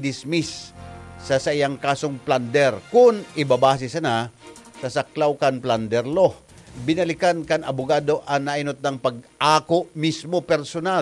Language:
Bikol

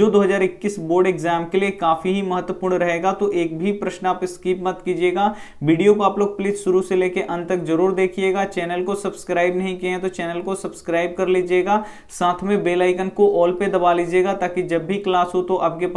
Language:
Hindi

